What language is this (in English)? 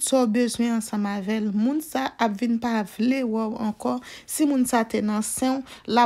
Haitian Creole